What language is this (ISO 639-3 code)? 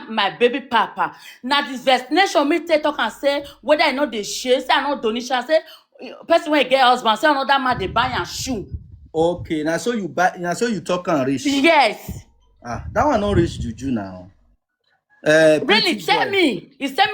pcm